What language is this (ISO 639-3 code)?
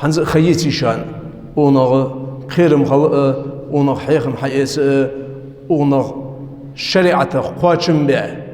inh